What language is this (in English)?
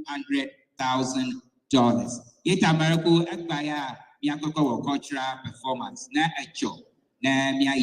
Ewe